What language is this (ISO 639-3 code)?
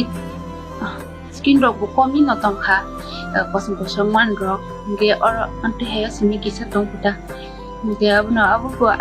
trp